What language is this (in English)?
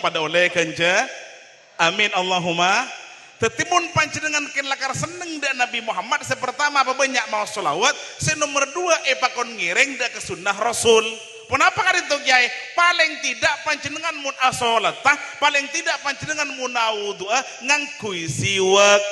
Madurese